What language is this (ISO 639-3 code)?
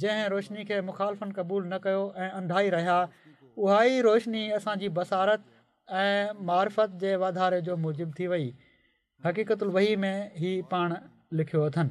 snd